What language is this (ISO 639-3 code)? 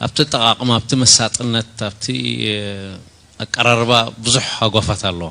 tir